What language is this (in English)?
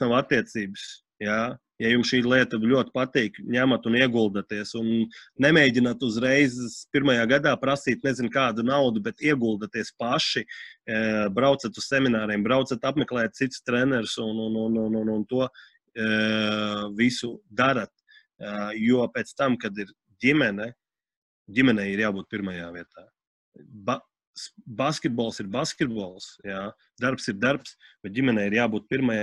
Latvian